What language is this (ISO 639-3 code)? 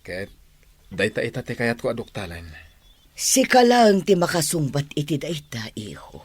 ilo